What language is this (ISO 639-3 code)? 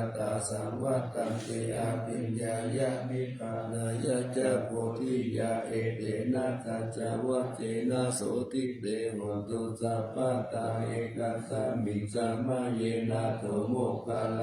pli